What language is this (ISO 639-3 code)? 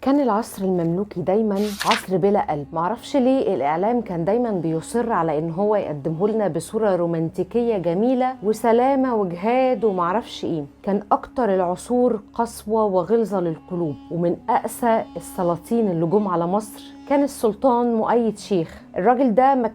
arz